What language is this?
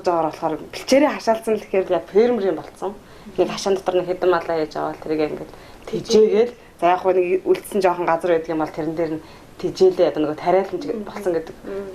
Mongolian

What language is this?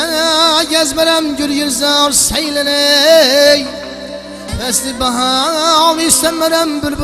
Kara-Kalpak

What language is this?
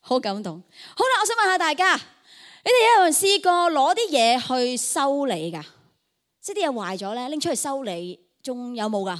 Cantonese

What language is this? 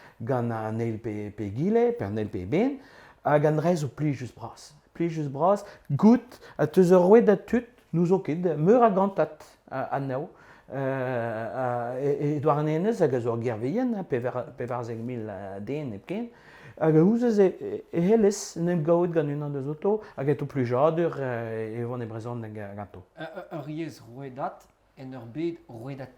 Breton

